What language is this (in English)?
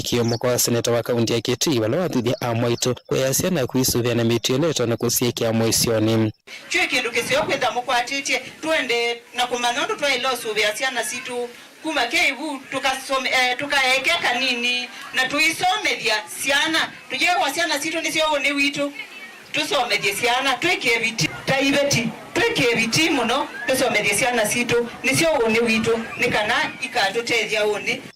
Kamba